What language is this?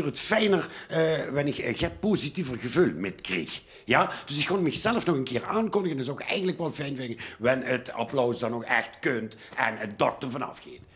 Limburgish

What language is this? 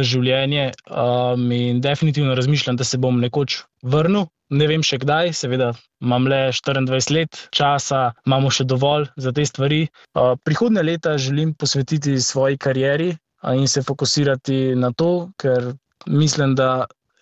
Slovenian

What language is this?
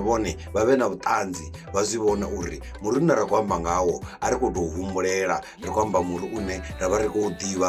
Venda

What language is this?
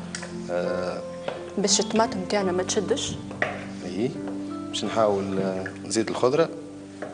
Tunisian Arabic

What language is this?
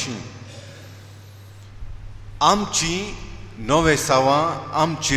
Konkani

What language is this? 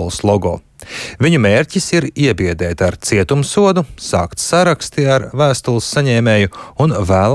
Latvian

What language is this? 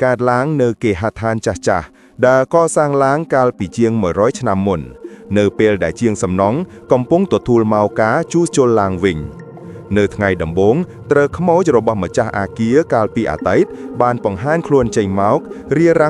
Khmer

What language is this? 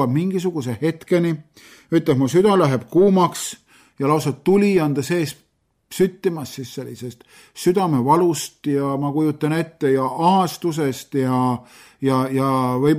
Estonian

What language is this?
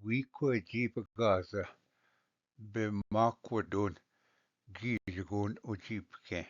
Ojibwa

